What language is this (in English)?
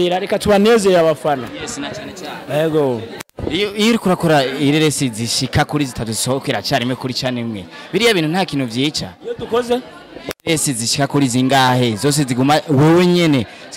Rundi